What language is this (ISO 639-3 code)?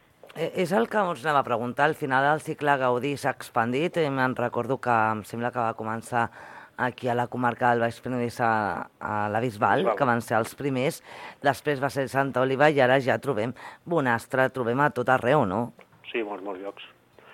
cat